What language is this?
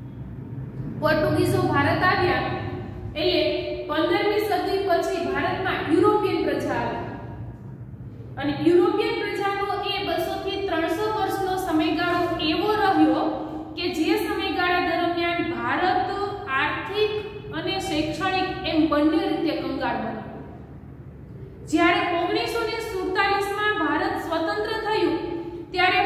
Gujarati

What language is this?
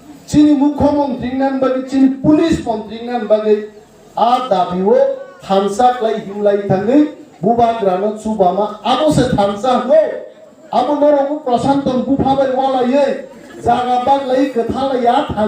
Kok Borok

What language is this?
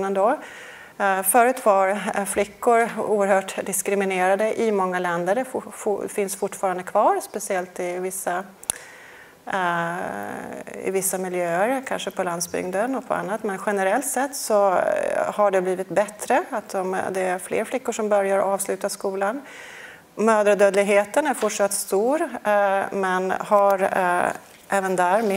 Swedish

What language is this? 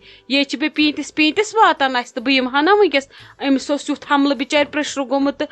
Kashmiri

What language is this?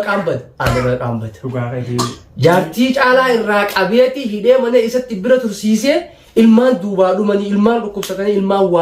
Oromo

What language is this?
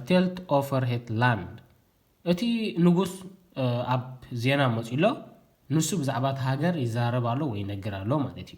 Tigrinya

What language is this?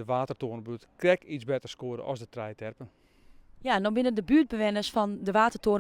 Western Frisian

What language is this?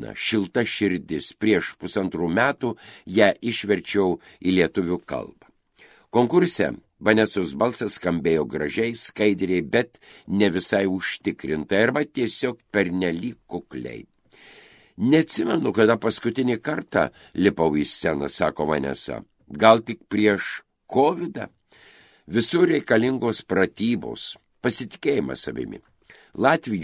Lithuanian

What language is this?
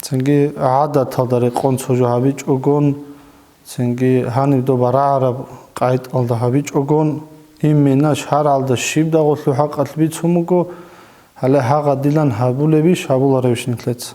Avaric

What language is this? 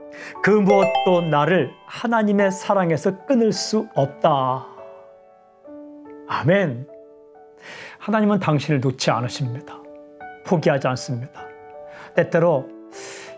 Korean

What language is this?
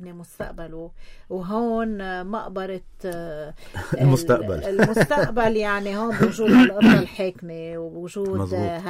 North Levantine Arabic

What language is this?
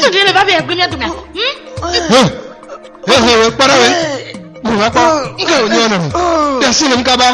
Ewe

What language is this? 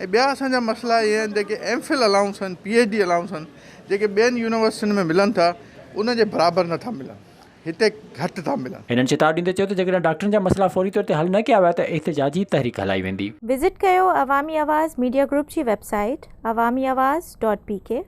Sindhi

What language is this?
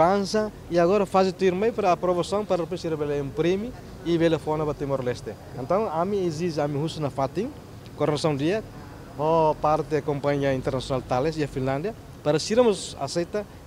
Tetum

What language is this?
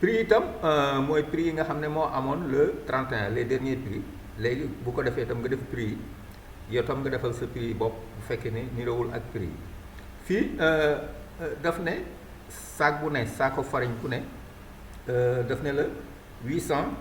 Wolof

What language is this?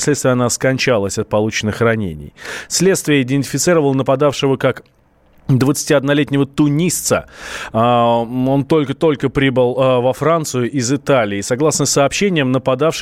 Russian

